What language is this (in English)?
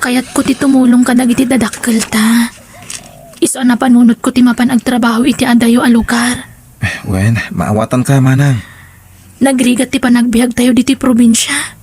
Iloko